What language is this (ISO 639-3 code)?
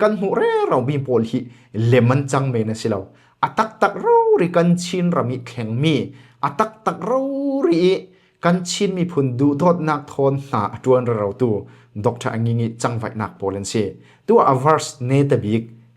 cfm